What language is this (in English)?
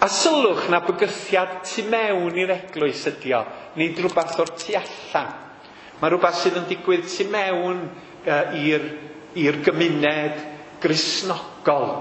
Welsh